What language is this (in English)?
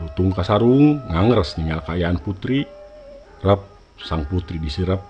Sundanese